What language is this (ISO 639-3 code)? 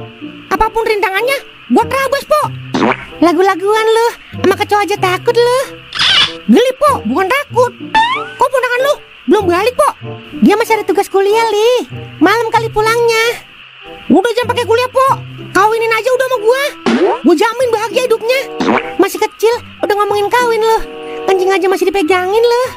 bew